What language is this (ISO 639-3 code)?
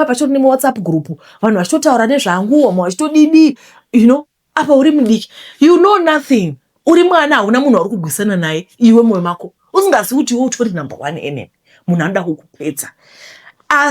sna